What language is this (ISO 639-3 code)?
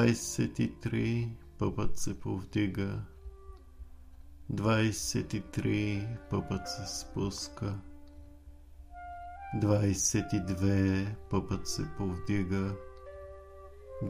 bul